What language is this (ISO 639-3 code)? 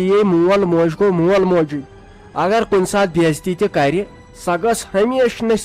kas